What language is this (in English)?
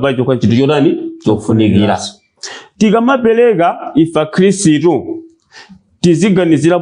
Nyanja